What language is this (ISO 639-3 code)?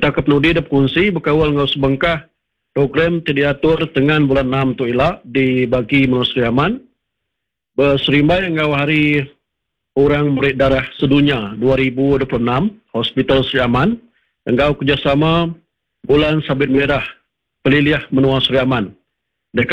iba